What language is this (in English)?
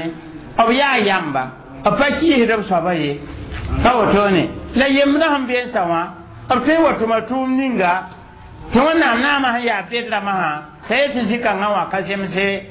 Mossi